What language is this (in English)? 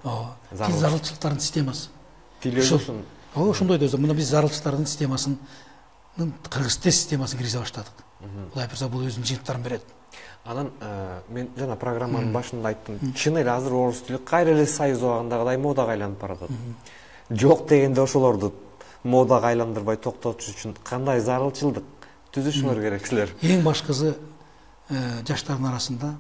Kyrgyz